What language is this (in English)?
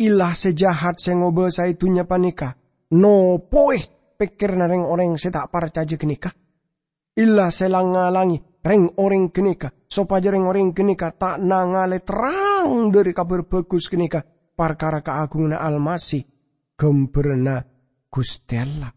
Madurese